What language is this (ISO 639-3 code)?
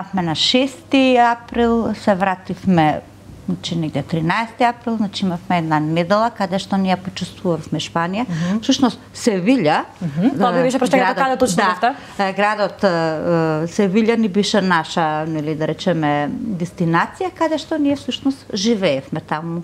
mkd